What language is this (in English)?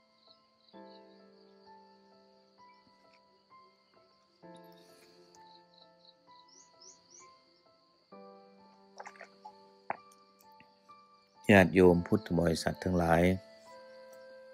Thai